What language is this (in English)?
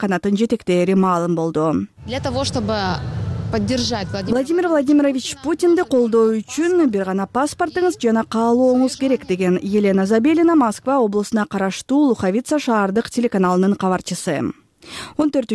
Kyrgyz